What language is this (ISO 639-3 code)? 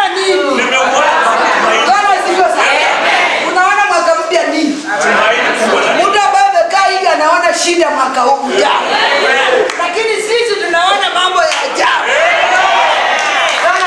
swa